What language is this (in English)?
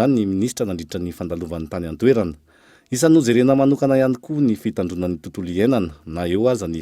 Malagasy